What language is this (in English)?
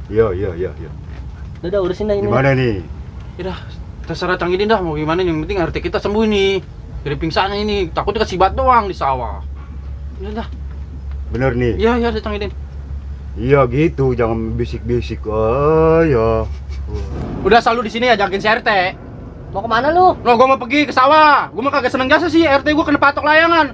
Betawi